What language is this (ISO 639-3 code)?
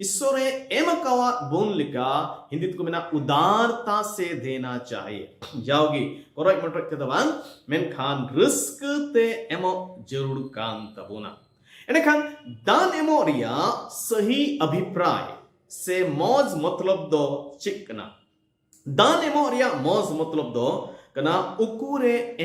sat